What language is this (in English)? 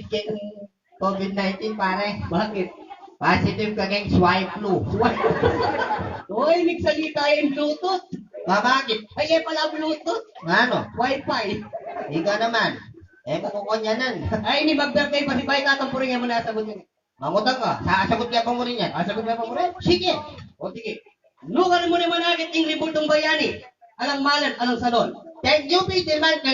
Pampanga